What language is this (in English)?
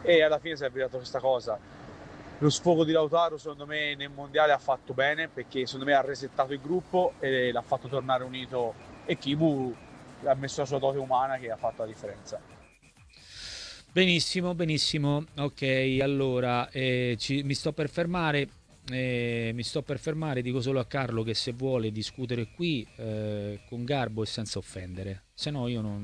Italian